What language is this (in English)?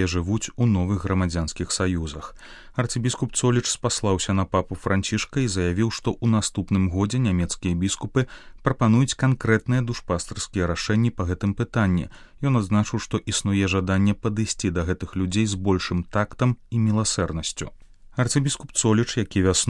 Belarusian